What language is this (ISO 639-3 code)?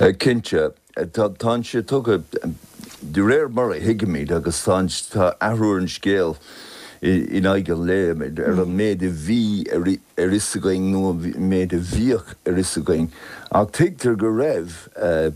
gle